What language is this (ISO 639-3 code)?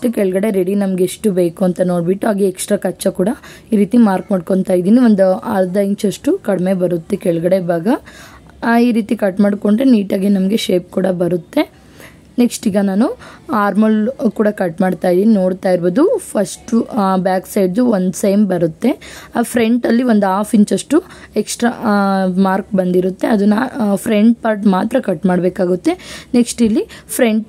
kan